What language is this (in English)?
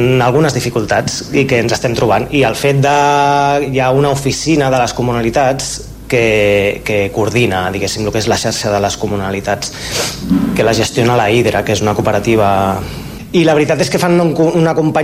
Catalan